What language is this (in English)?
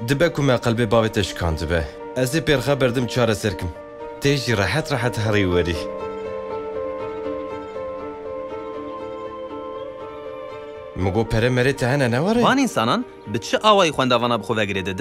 Kurdish